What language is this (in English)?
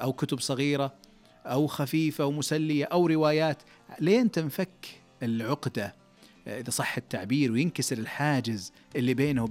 Najdi Arabic